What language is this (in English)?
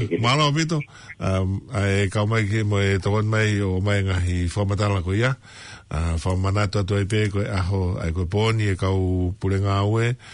Tongan